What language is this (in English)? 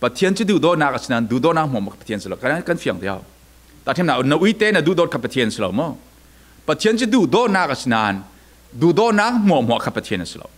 Falam Chin